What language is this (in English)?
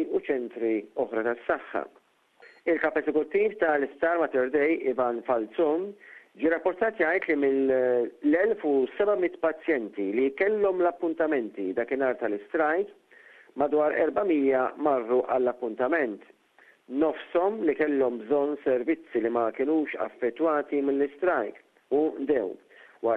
Maltese